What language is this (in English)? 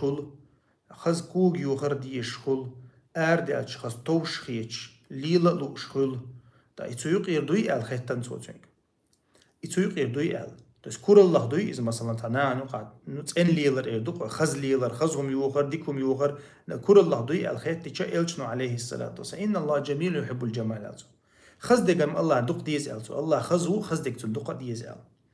Chechen